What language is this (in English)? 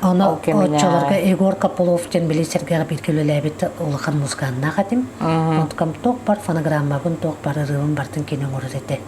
Yakut